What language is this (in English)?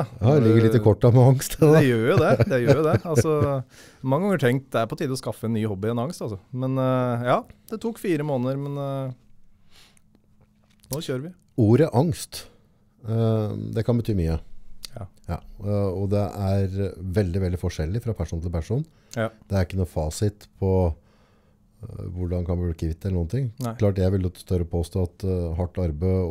Norwegian